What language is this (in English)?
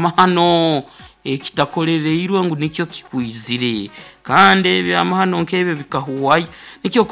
Nyoro